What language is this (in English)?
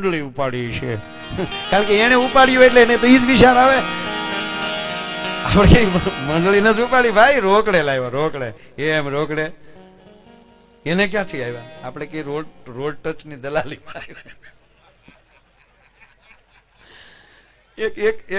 Gujarati